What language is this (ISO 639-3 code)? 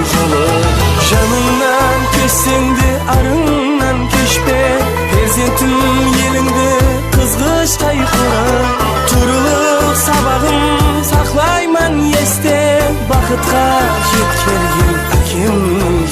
kaa